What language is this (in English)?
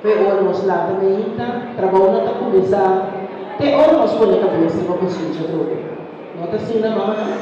Papiamento